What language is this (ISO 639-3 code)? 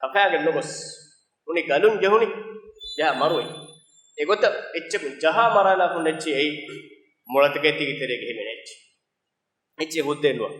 div